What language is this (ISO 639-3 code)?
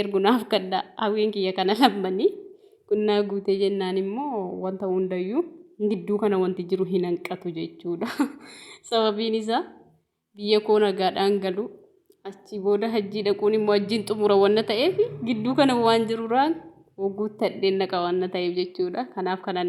orm